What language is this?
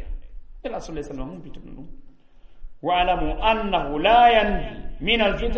Fula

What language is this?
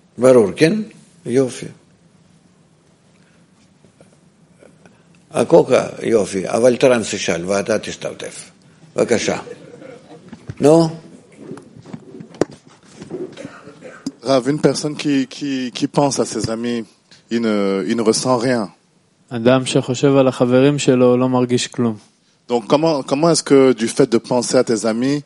Hebrew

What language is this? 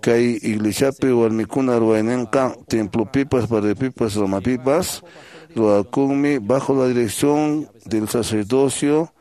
Quechua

